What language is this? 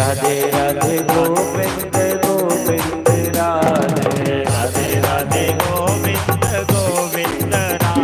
Dogri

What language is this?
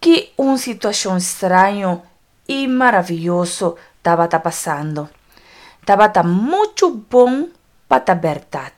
Papiamento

